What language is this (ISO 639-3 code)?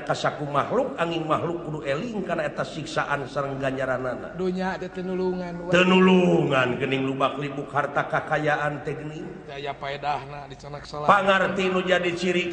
sun